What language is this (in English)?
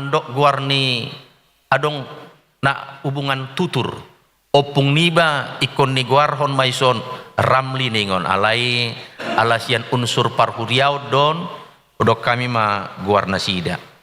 Batak Toba